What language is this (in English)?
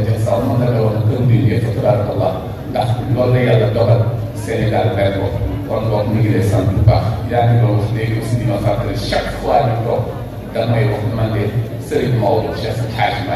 Wolof